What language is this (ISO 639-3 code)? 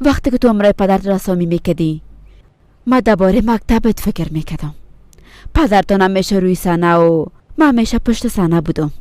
fas